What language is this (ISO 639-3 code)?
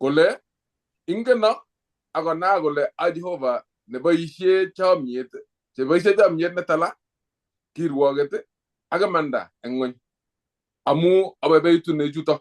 kln